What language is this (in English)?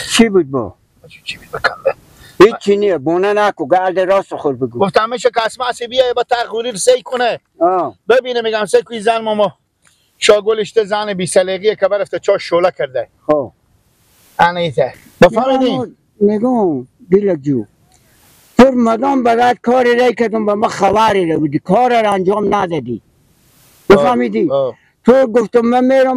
Persian